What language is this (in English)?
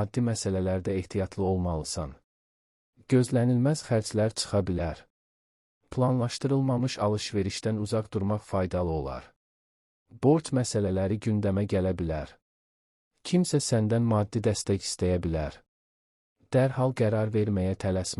Azerbaijani